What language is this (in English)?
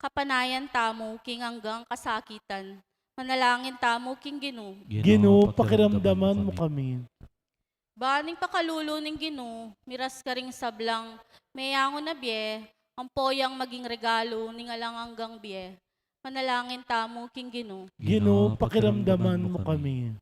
Pampanga